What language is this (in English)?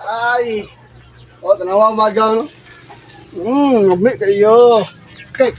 Cebuano